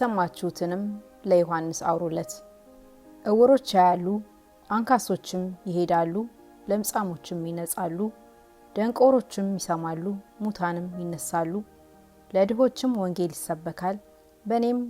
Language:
Amharic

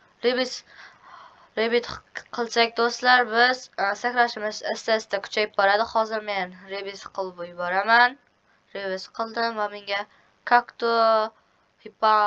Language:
Uzbek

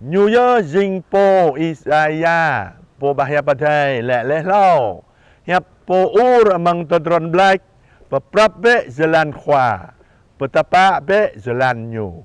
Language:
Jarai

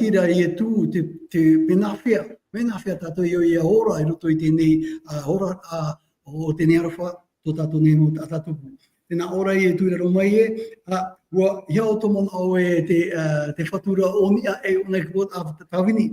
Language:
Tahitian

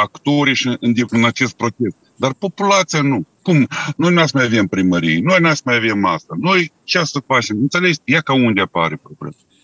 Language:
Romanian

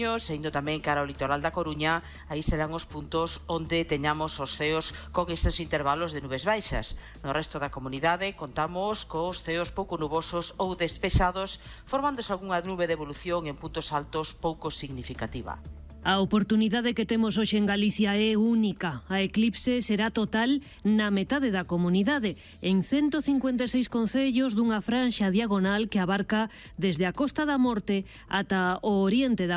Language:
Galician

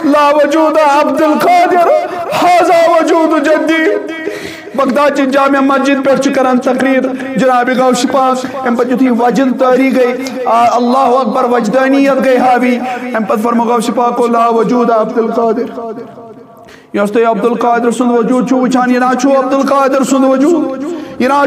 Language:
Kashmiri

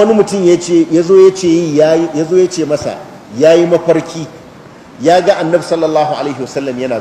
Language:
Hausa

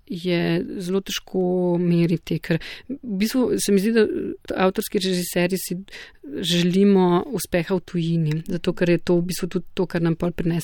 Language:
Slovenian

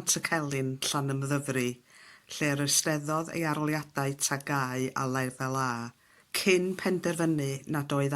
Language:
Welsh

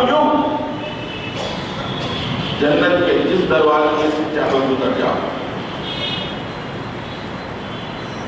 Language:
Urdu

